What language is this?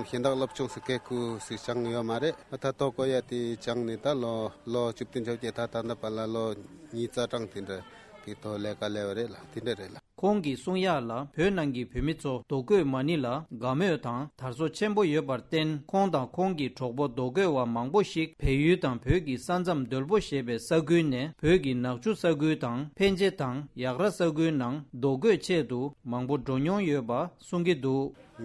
Tibetan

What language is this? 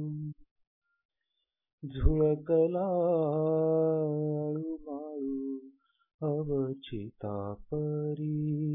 Marathi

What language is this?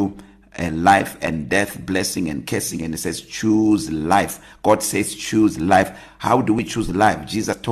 English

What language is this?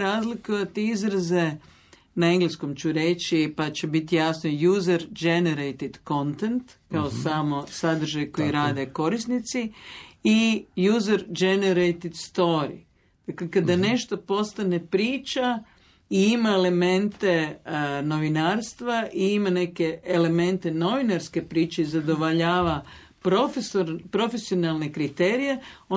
Croatian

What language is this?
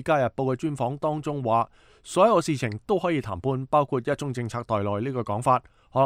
Cantonese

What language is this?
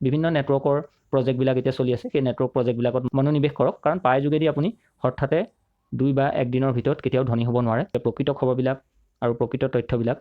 Assamese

